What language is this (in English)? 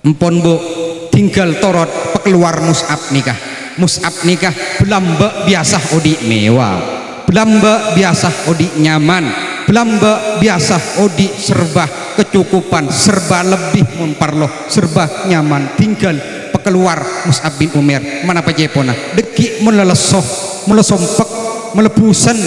Madurese